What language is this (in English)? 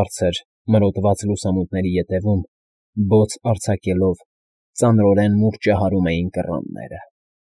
Armenian